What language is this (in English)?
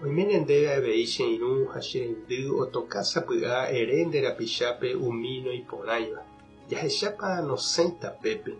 Guarani